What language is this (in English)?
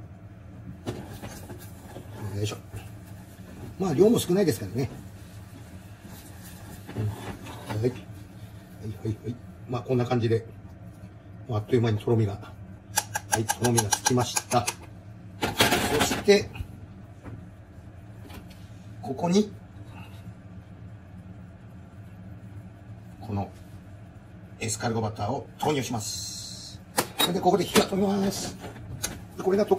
Japanese